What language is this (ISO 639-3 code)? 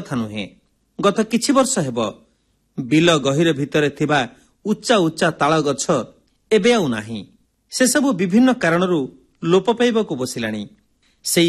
ori